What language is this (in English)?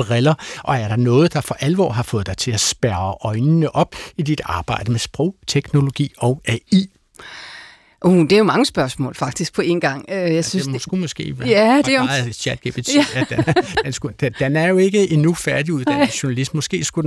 Danish